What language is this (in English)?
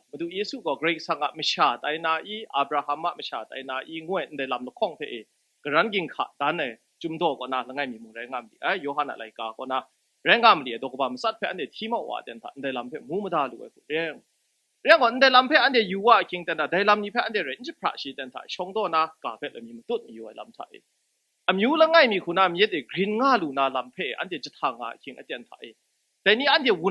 Kachin